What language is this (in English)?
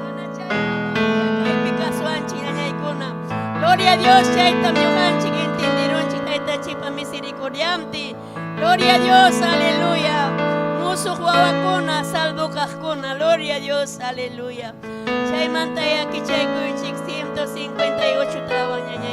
Ayacucho Quechua